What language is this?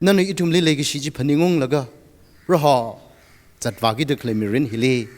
Tangkhul Naga (India)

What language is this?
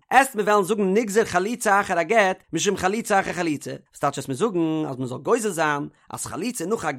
Yiddish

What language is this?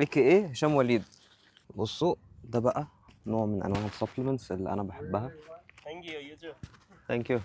Egyptian Arabic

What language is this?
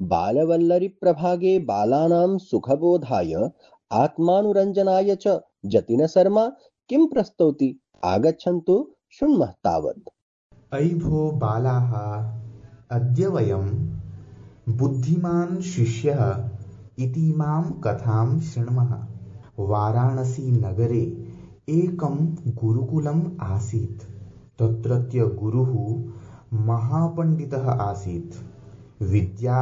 Sanskrit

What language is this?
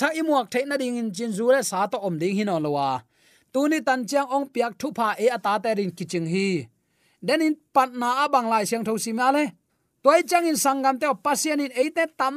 Tedim Chin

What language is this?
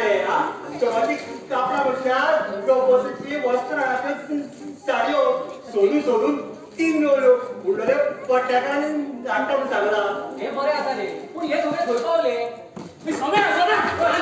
Konkani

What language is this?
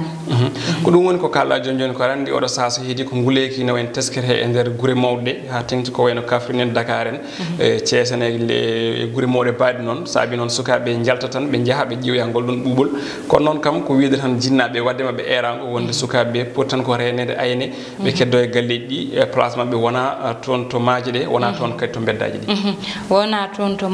Fula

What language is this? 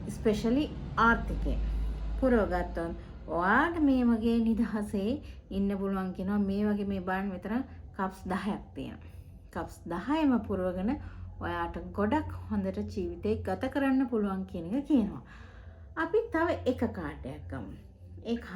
Sinhala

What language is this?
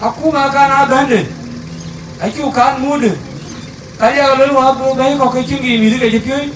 Dinka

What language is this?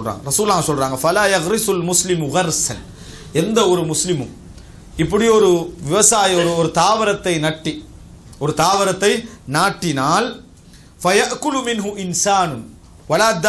Tamil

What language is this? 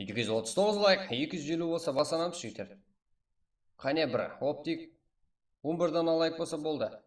Kara-Kalpak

